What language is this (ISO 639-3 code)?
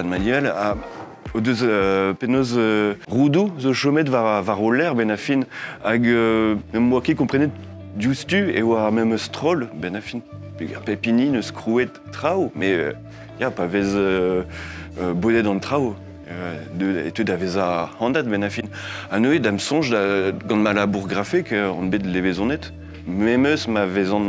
bre